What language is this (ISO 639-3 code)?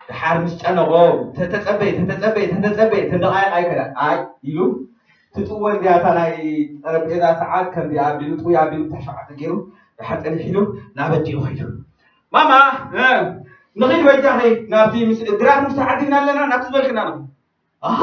tir